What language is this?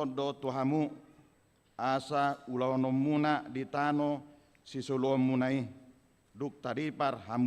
Batak Toba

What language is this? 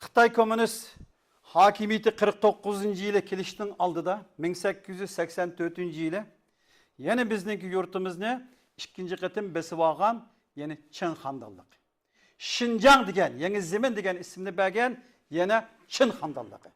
Uyghur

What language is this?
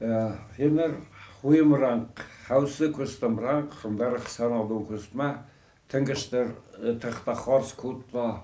Ossetic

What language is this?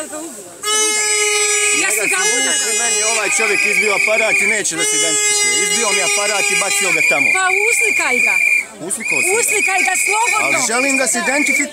Bosnian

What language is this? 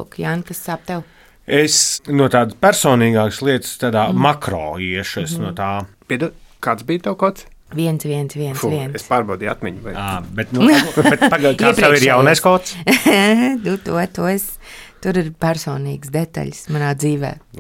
Latvian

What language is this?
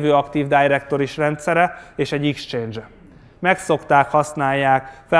Hungarian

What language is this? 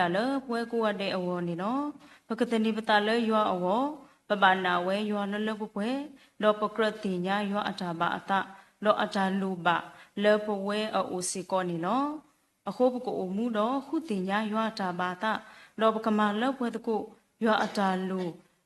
S'gaw Karen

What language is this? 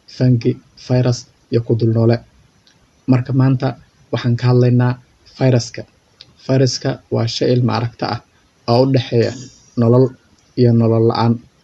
Somali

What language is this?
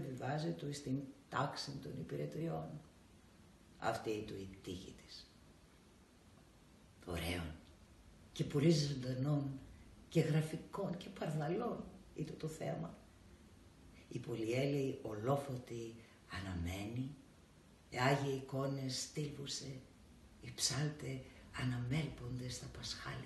Greek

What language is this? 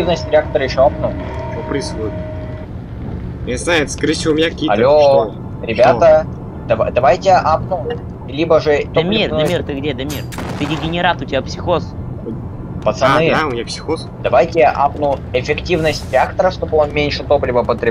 Russian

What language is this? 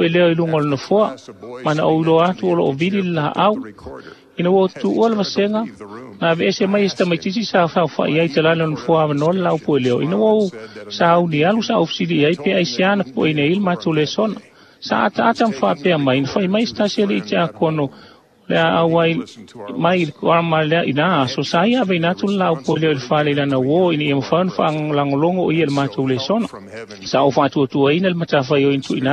Samoan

